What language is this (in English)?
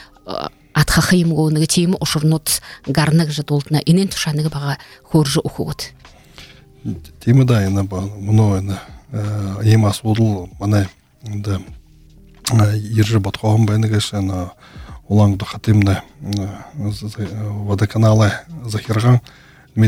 Buriat